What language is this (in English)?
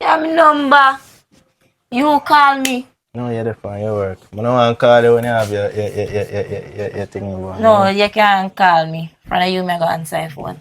Jamaican Creole English